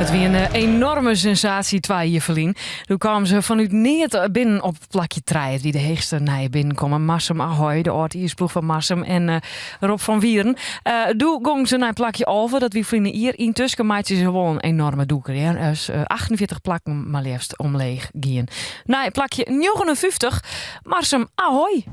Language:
Western Frisian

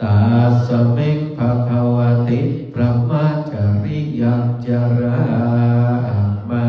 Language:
Pali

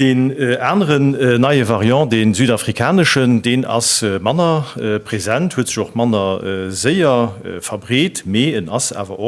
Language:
Luxembourgish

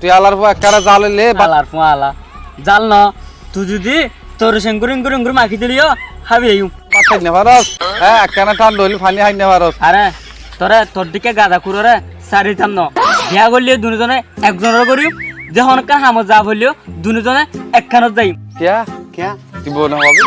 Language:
Rohingya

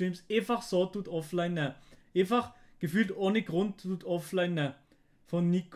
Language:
Swiss German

